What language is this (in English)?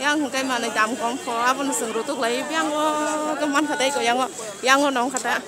Kok Borok